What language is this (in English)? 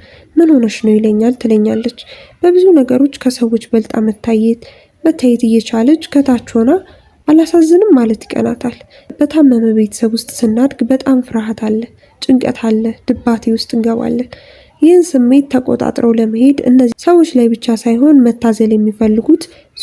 Amharic